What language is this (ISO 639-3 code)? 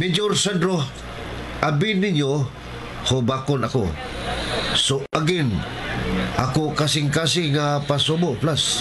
ceb